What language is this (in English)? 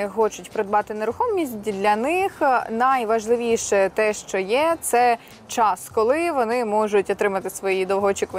Ukrainian